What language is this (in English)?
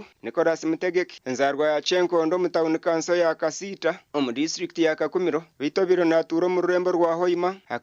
Nyankole